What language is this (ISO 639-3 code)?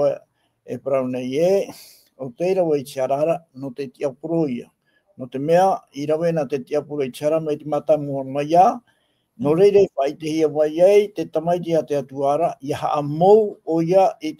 tah